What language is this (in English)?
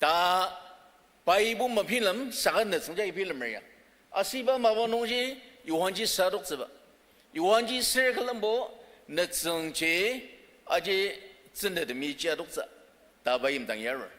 Ao Naga